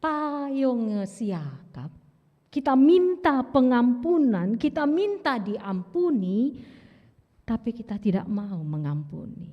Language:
Batak Karo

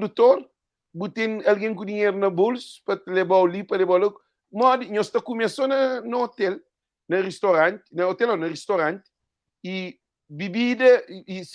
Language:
Kabuverdianu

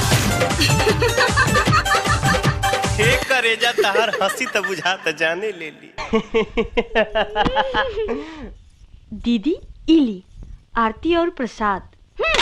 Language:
Bhojpuri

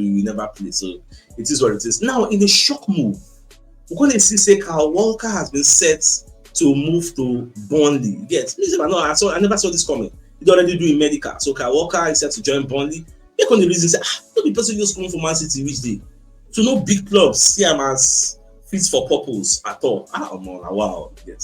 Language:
Nigerian Pidgin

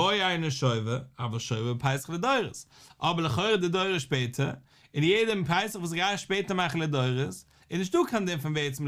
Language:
Yiddish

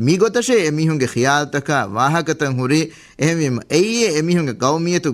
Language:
Divehi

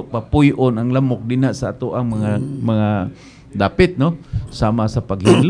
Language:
Cebuano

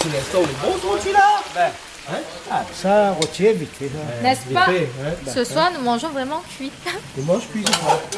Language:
Réunion Creole French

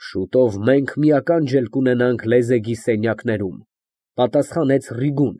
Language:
Armenian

